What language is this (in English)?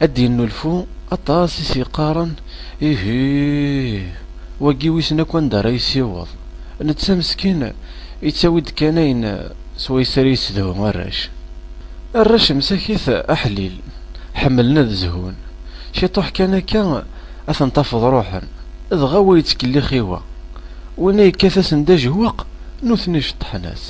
Kabyle